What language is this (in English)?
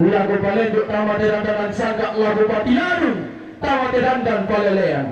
Toraja-Sa'dan